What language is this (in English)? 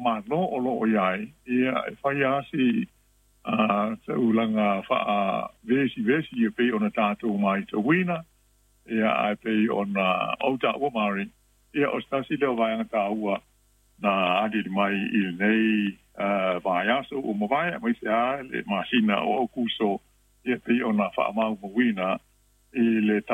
Samoan